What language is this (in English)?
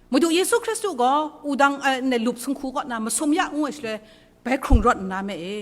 Kachin